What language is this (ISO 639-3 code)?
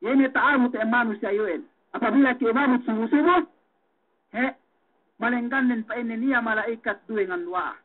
yka